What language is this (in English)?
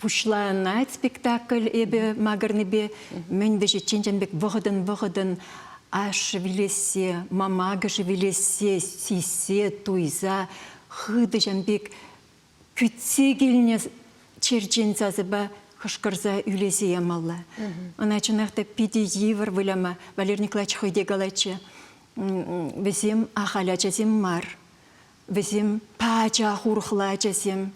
Chuvash